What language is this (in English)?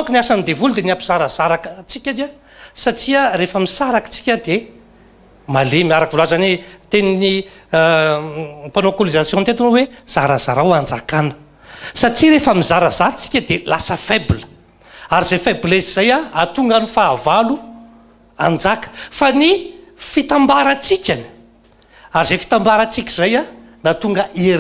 Malagasy